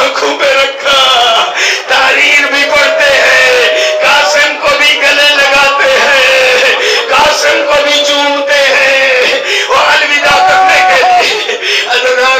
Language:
Urdu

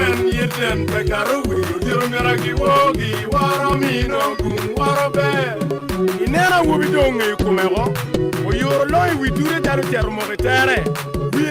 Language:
Acoli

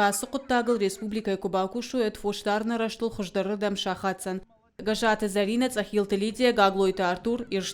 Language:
Ossetic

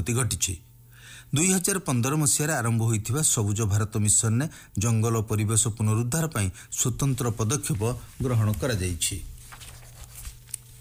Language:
Odia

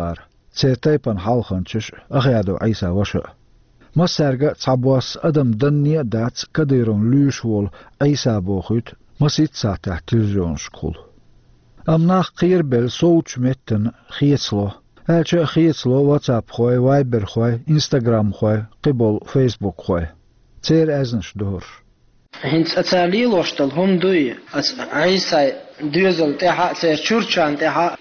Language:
Chechen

